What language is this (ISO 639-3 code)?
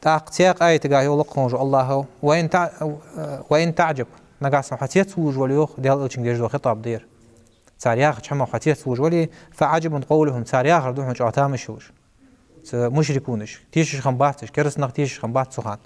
inh